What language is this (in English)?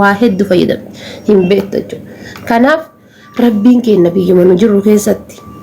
Oromo